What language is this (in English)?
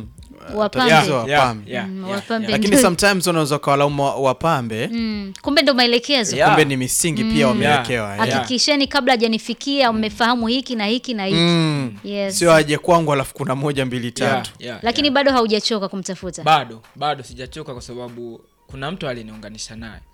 Swahili